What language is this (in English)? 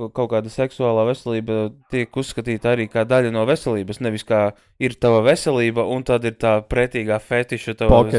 Latvian